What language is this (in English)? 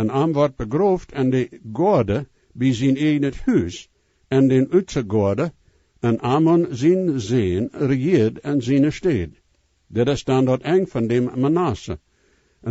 Plautdietsch